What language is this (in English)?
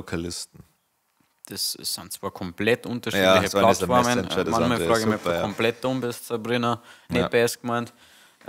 Bavarian